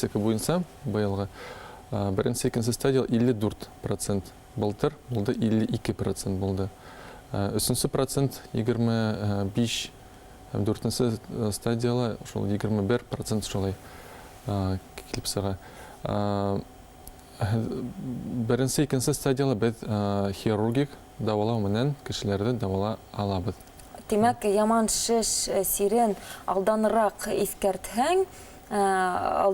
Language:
Bashkir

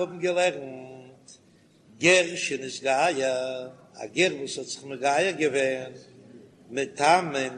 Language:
Yiddish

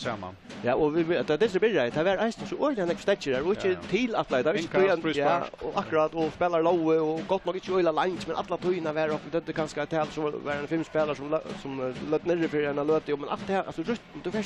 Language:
Faroese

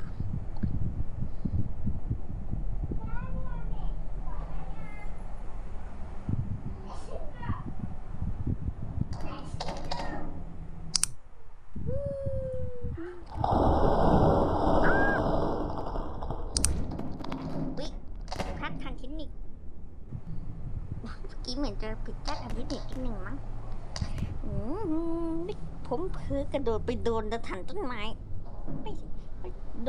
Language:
Thai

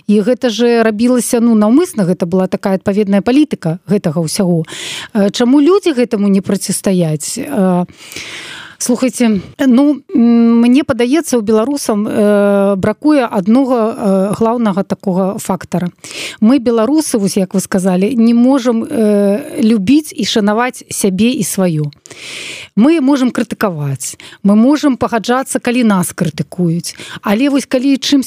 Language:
Belarusian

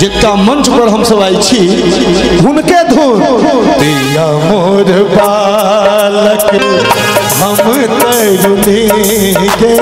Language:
Maithili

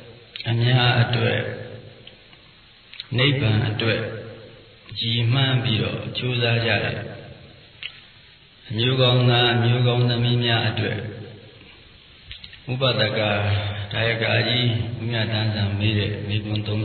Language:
Burmese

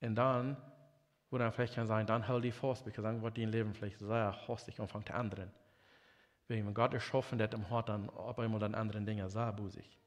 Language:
Plautdietsch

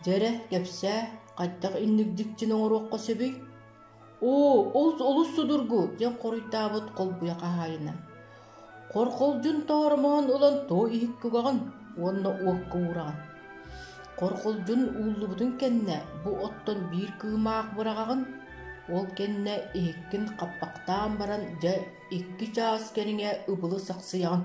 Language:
Yakut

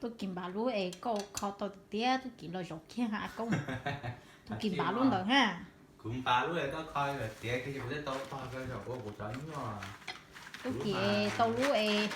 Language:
Hmong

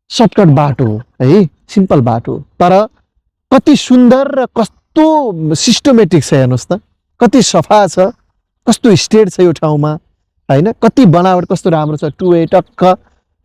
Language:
Nepali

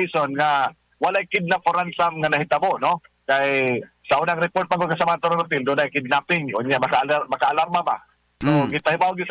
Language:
Cebuano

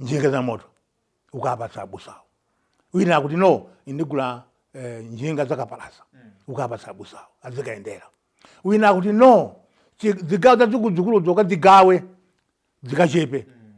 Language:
Nyanja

